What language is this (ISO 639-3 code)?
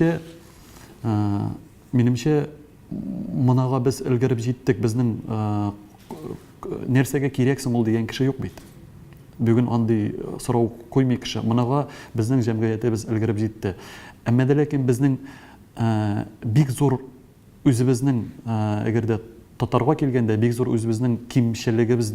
tat